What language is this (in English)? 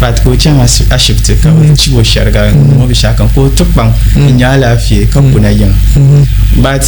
Dagbani